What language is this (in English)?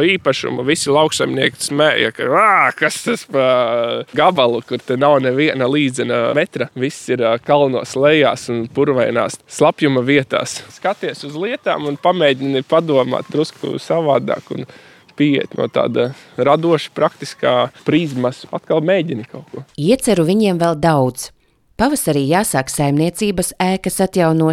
Latvian